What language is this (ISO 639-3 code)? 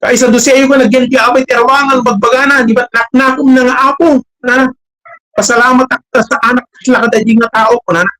ilo